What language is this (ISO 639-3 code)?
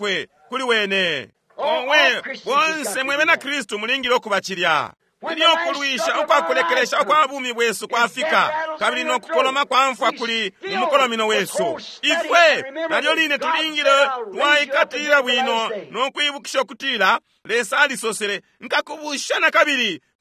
bem